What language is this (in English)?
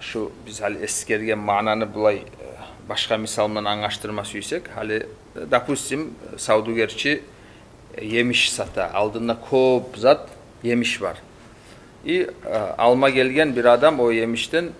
Kumyk